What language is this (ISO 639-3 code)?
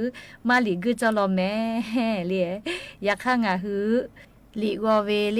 lhu